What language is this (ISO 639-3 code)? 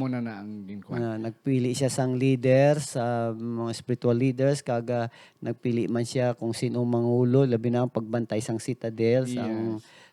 hil